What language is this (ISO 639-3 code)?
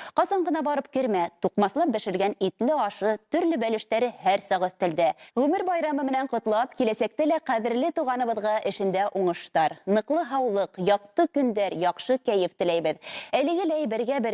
bak